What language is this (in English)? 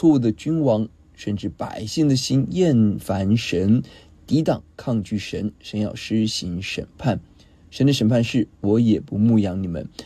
Chinese